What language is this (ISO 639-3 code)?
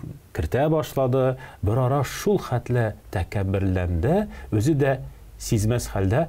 tat